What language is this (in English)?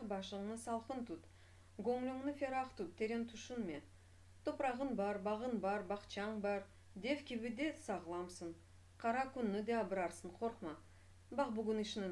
Crimean Tatar